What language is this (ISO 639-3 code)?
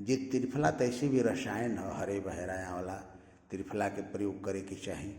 bho